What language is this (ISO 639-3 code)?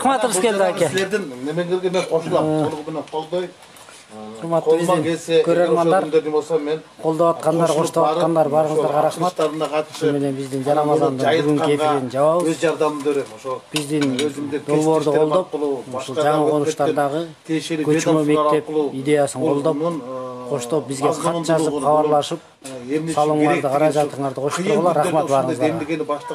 kir